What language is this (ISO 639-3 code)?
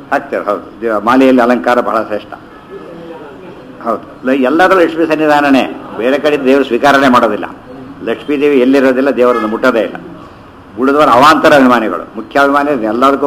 kan